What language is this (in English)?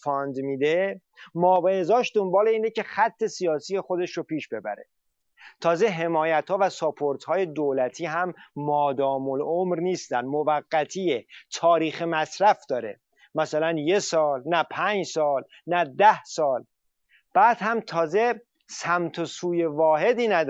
Persian